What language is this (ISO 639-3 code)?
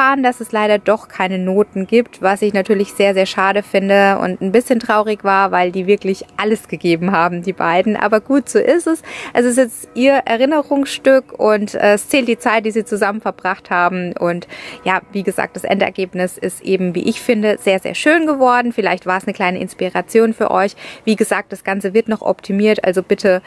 deu